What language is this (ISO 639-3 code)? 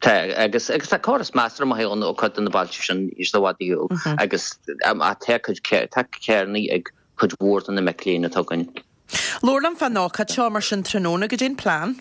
gle